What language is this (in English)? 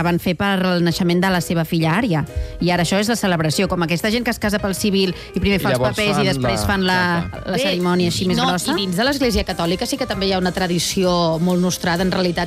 Catalan